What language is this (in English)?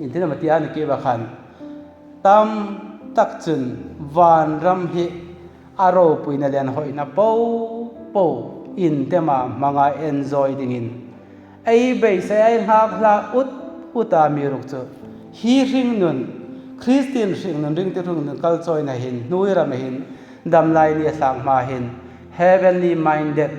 Hmar